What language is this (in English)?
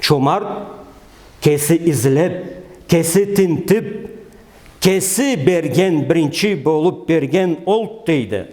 Karachay-Balkar